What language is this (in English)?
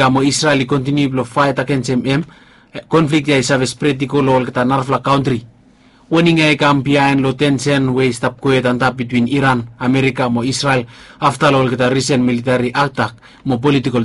Bislama